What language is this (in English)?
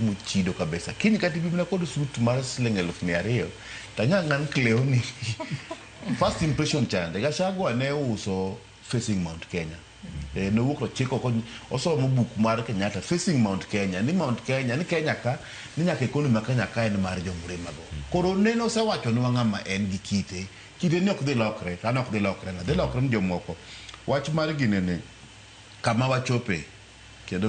Luo (Kenya and Tanzania)